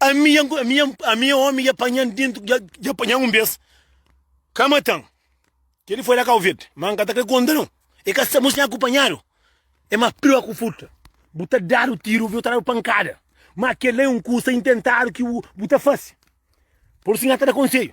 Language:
Kabuverdianu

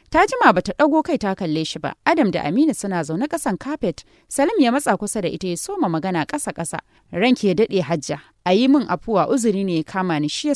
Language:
Hausa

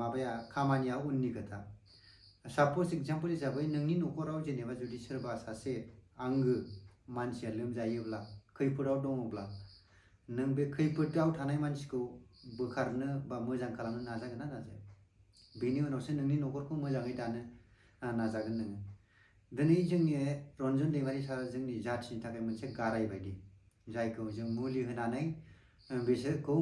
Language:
Bodo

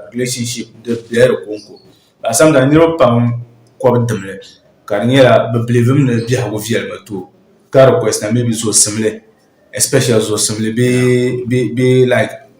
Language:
Dagbani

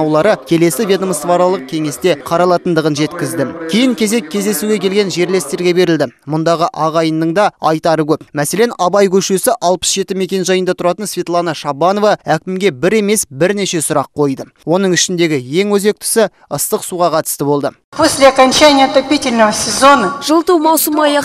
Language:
Kazakh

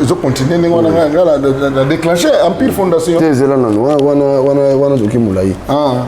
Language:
Lingala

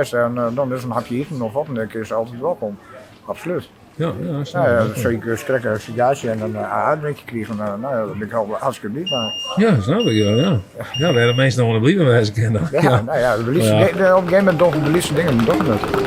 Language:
Western Frisian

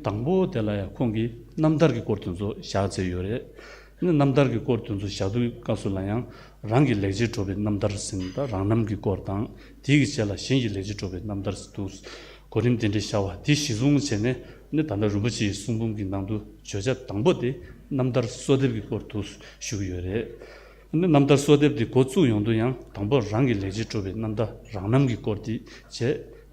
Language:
Tibetan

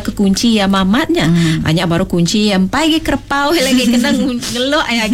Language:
Iban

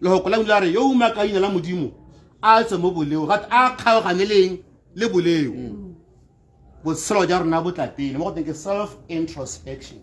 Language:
Tswana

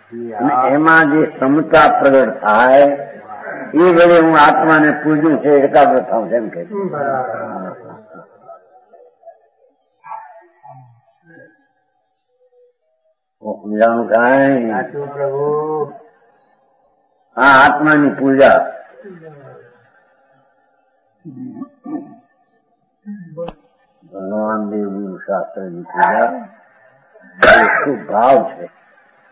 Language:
Gujarati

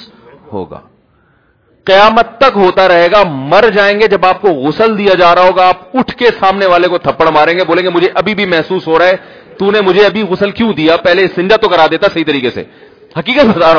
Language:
Urdu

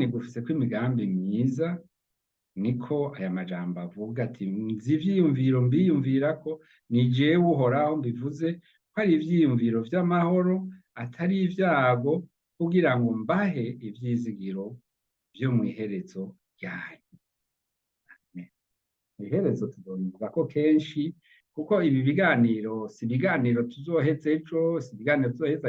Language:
Rundi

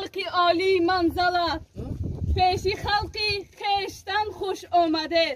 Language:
Tajik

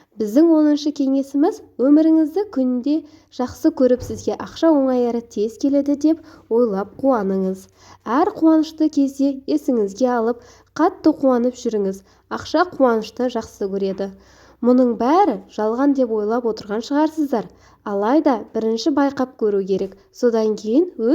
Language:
Kazakh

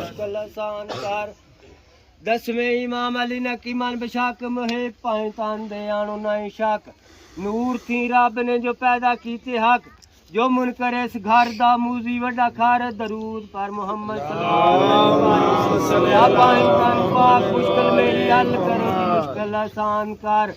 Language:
Pahari-Potwari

